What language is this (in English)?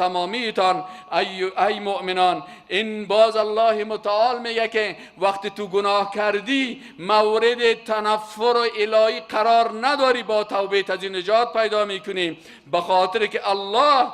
Persian